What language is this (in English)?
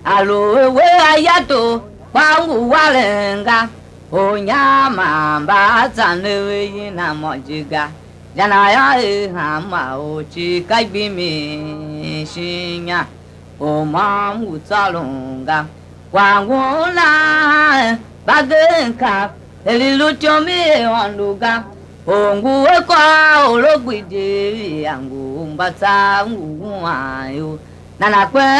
Tiv